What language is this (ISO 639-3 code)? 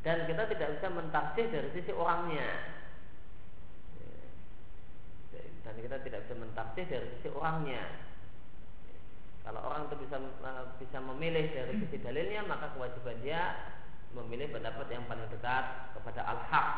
ind